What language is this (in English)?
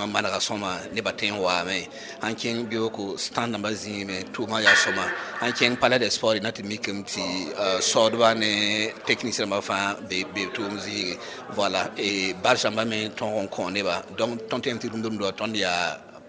Mossi